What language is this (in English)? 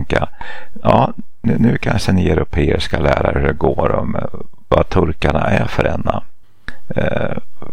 Swedish